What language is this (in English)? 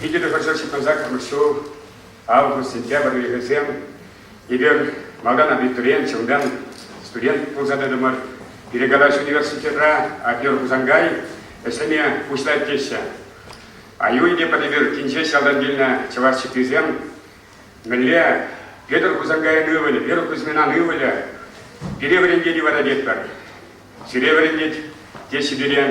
Chuvash